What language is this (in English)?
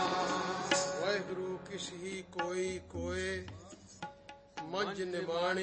Punjabi